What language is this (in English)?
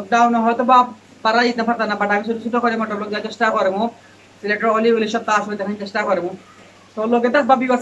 Sylheti